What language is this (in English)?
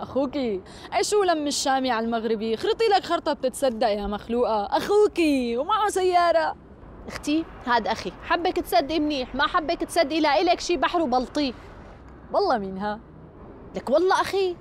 North Levantine Arabic